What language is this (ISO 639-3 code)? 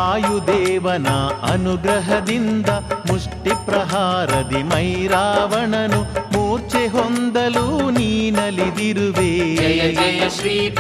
kan